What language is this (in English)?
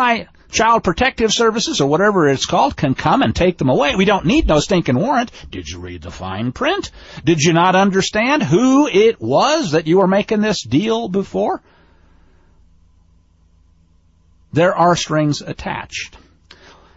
English